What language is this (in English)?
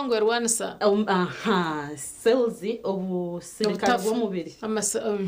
Nyankole